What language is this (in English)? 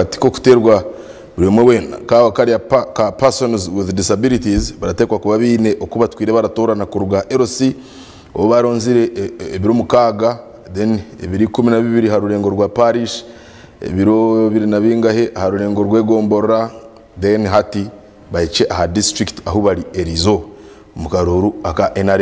Nyankole